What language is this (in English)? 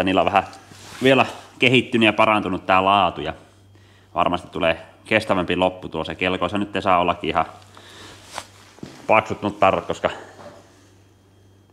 Finnish